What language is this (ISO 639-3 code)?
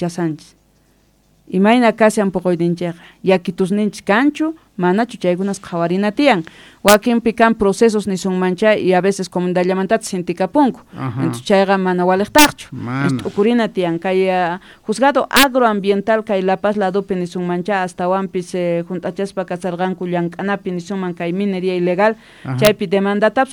que